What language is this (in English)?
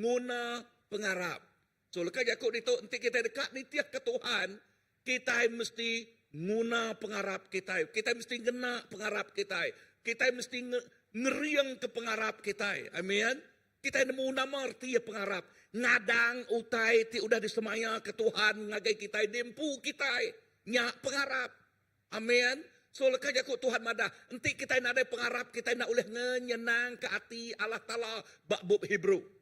Iban